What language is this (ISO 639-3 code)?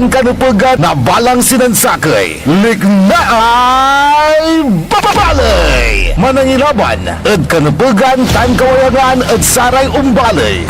pag